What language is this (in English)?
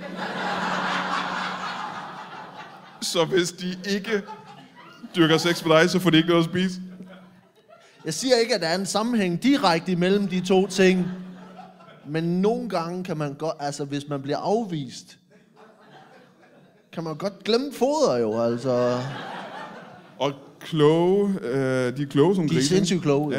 Danish